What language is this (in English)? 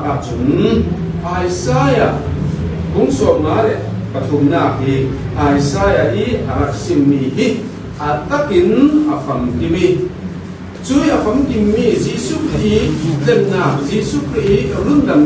Falam Chin